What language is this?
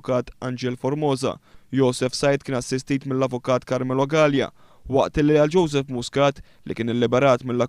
Maltese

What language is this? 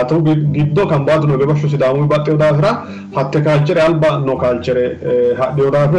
Sidamo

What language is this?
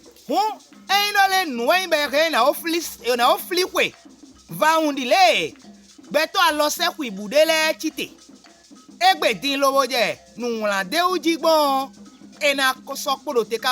Fon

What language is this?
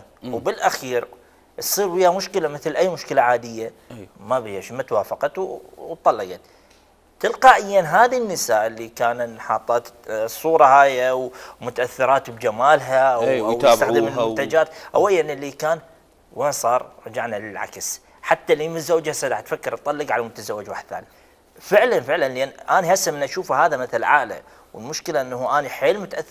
Mesopotamian Arabic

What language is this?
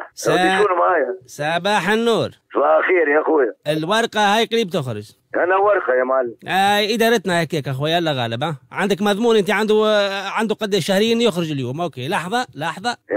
Tunisian Arabic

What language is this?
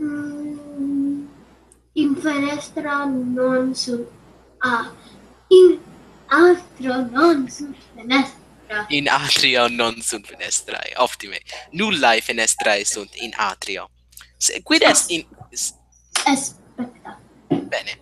Latin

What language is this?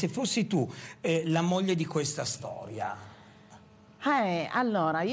Italian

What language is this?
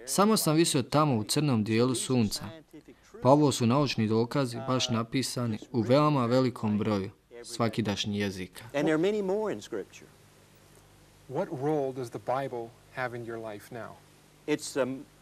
Bosnian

